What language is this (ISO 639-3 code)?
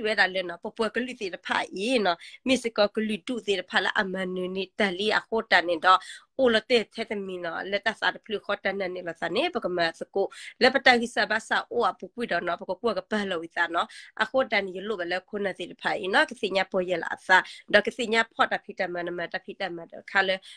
ksw